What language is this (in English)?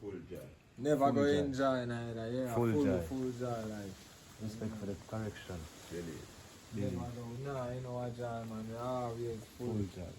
Jamaican Creole English